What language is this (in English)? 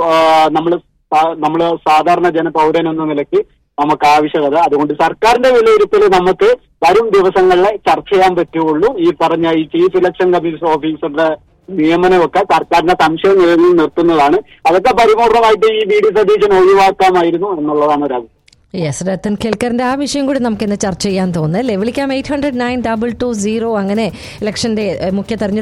Malayalam